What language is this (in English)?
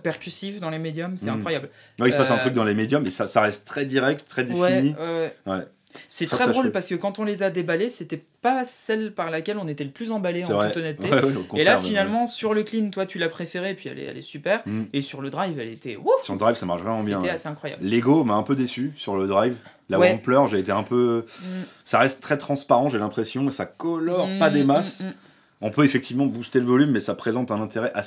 French